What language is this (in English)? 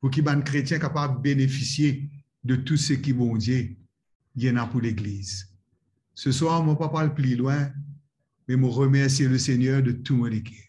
Morisyen